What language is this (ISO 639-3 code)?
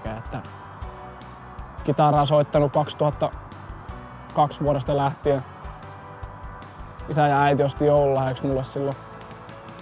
fin